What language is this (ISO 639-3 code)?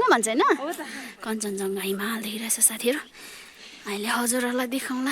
nep